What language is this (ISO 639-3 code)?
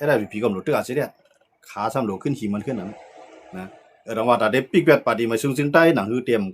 shn